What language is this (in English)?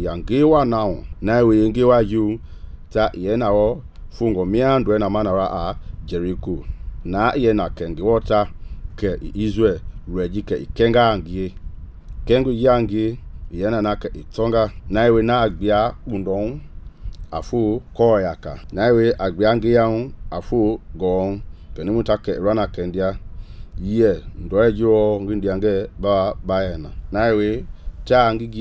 Mende